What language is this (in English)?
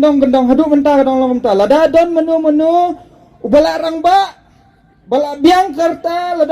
Khasi